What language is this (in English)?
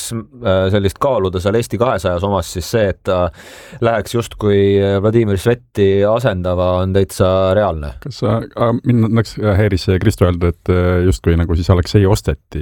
Estonian